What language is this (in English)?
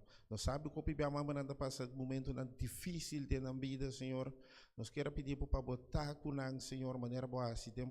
Papiamento